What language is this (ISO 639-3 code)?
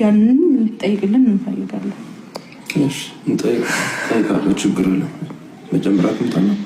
amh